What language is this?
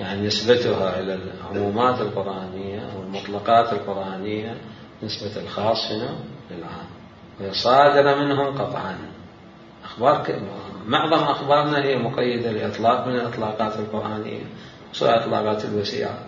Mesopotamian Arabic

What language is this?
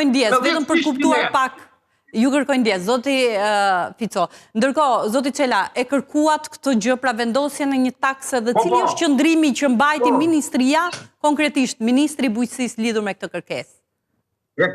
Albanian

